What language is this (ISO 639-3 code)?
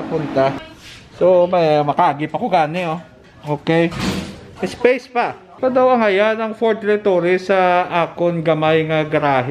hil